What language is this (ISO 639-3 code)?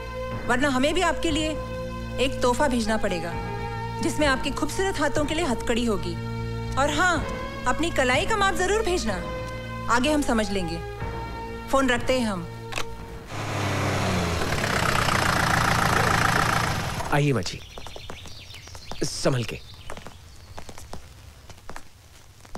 hin